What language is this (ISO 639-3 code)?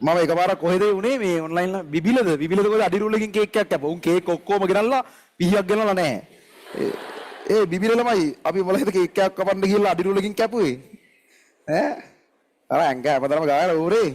sin